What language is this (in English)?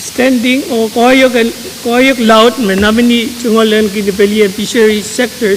Pohnpeian